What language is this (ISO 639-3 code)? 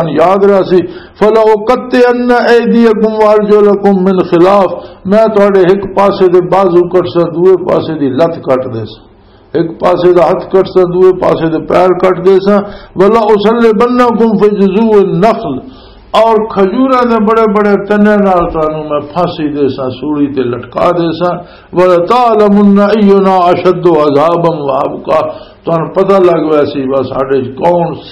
lah